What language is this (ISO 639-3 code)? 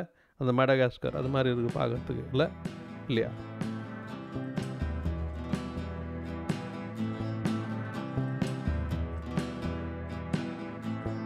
tam